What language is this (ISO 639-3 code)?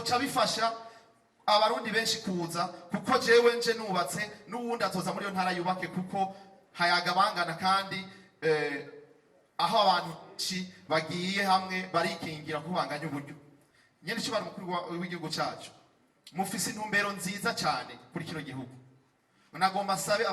run